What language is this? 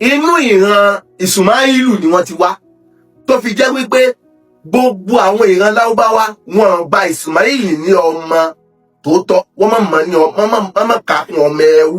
Yoruba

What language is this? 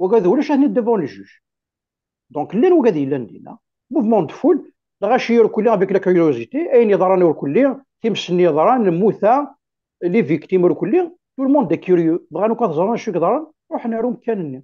Kabyle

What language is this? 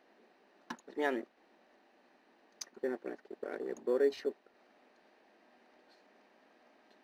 Polish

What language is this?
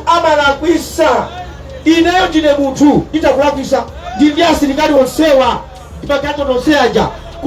Nyanja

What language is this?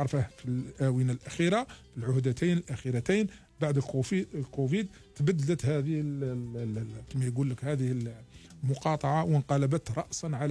Algerian Arabic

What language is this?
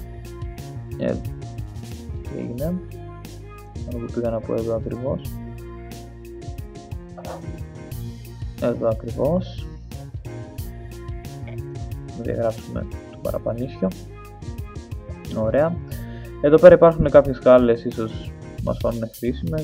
Greek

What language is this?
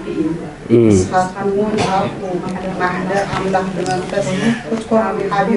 Tigrinya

